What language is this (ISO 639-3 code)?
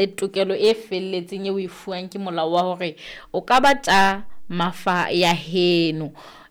sot